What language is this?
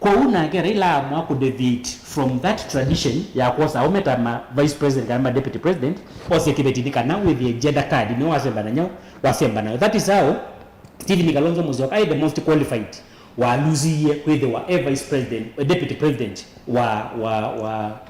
Kamba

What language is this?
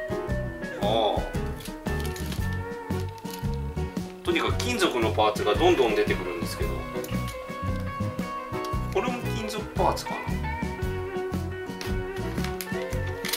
Japanese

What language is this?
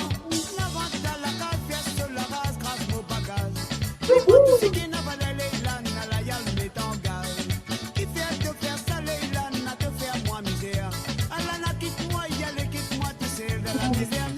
Morisyen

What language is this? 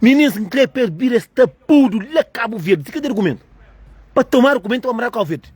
Kabuverdianu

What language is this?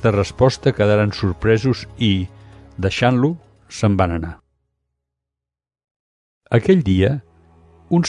Catalan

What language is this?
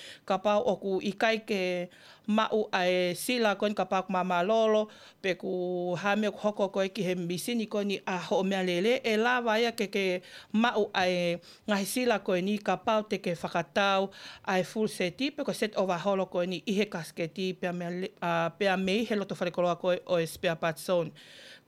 Tongan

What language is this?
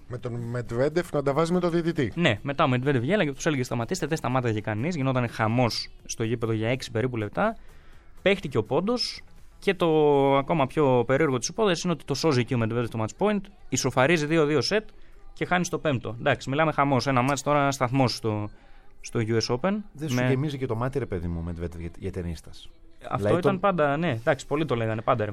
Greek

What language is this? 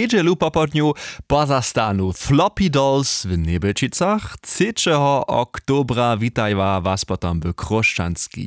Upper Sorbian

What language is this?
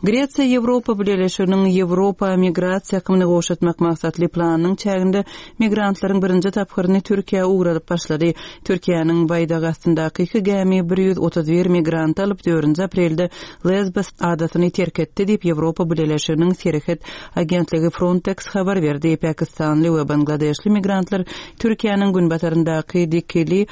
Turkmen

